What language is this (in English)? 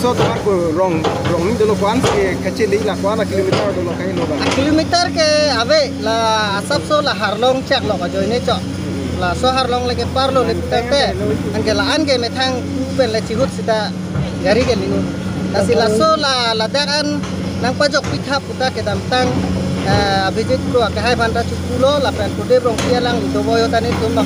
Karbi